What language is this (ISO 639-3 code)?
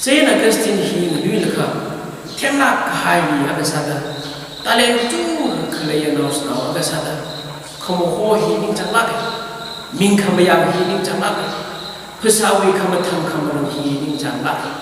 nmf